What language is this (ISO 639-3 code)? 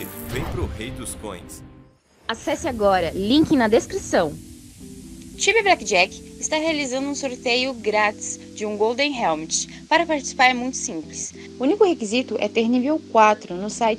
por